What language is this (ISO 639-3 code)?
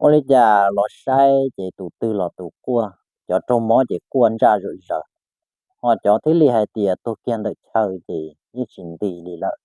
hmn